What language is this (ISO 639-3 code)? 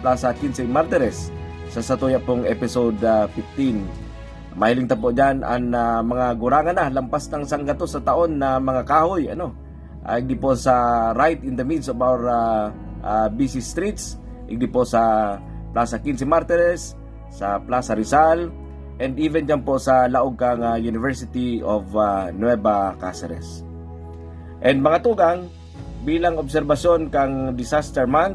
bik